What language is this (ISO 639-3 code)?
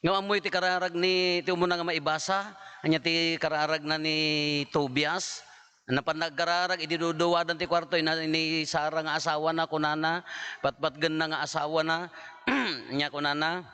ilo